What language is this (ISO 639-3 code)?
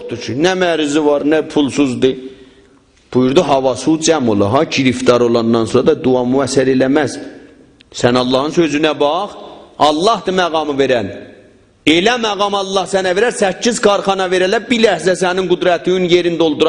azb